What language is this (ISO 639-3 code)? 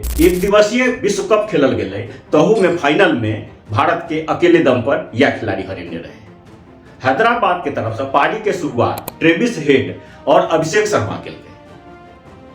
mai